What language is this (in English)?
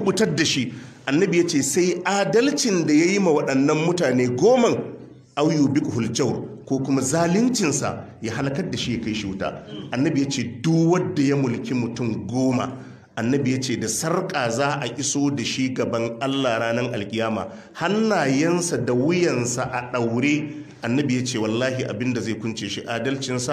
Hausa